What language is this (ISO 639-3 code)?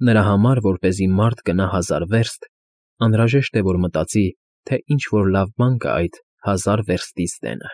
hye